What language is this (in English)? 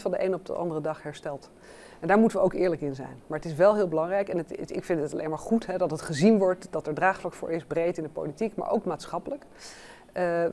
Dutch